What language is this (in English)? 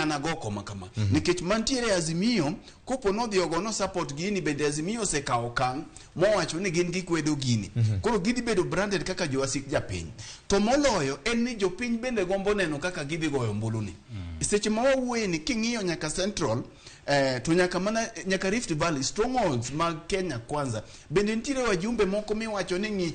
Luo (Kenya and Tanzania)